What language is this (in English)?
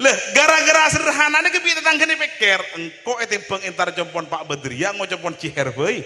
Madurese